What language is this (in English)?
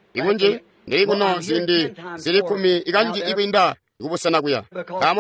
Tonga (Zambia)